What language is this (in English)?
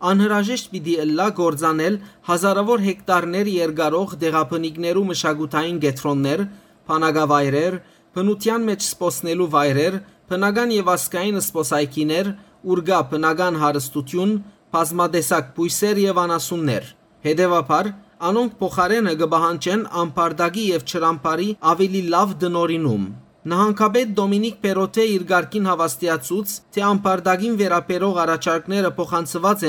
Western Armenian